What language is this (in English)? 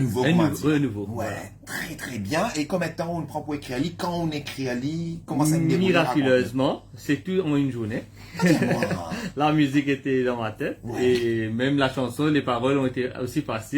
Morisyen